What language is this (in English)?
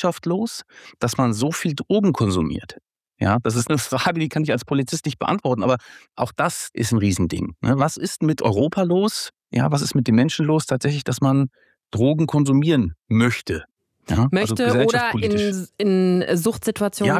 German